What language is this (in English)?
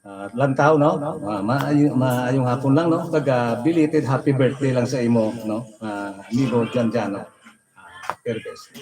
Hiligaynon